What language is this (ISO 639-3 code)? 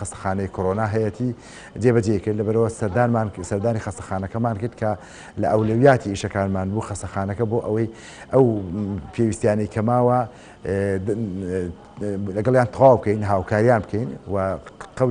ckb